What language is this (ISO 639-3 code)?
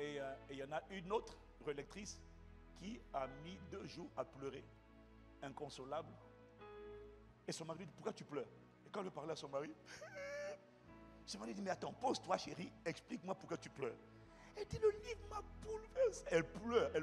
fra